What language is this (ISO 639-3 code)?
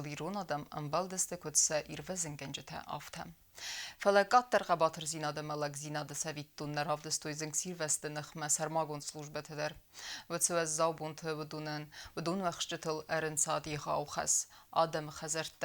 oss